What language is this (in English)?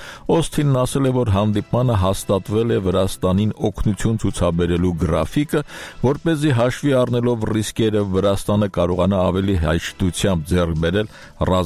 Armenian